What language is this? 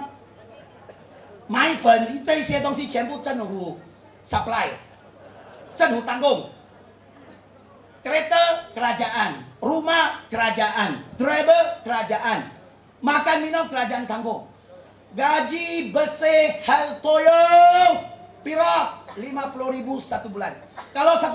Malay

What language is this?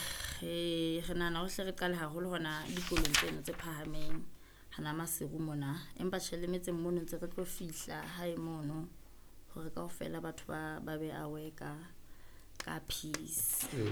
Southern Sotho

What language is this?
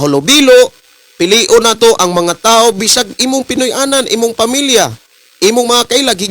Cebuano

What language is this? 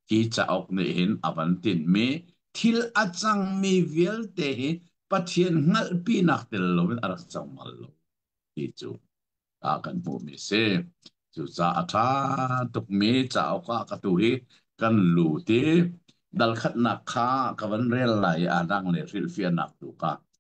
Hakha Chin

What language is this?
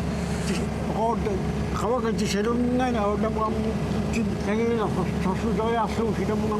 Kalaallisut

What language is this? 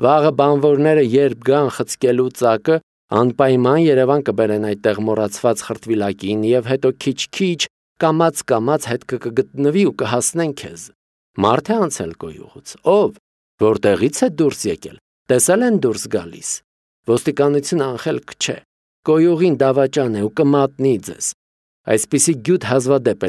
Armenian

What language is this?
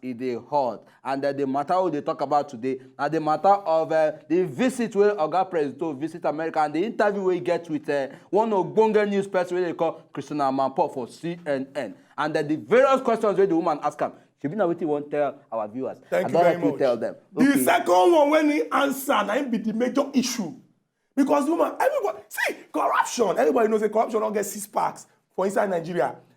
Nigerian Pidgin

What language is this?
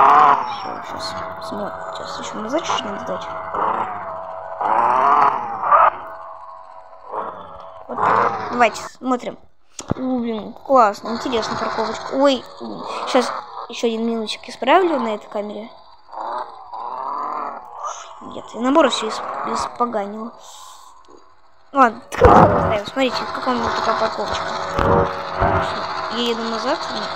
Russian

